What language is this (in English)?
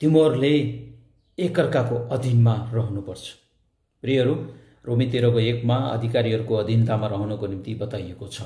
Nepali